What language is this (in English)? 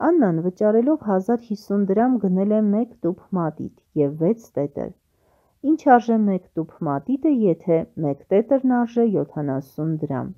Armenian